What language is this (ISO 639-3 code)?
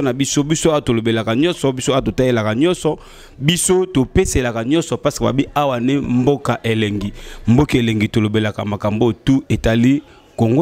lin